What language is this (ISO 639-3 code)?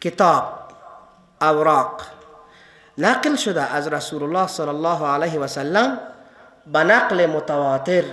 fas